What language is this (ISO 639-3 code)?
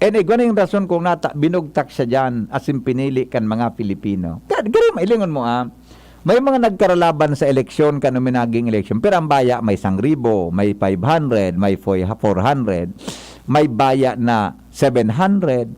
bik